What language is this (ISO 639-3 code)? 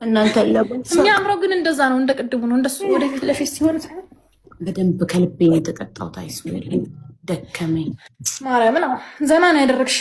amh